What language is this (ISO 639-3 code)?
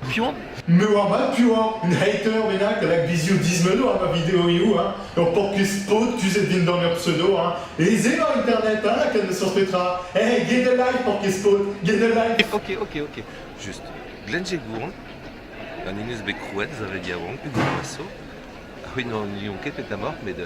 bre